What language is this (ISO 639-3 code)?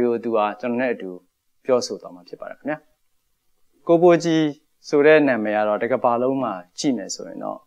mya